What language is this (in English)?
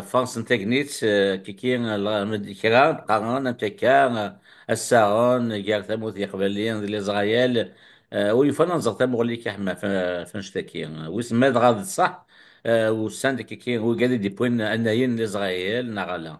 Kabyle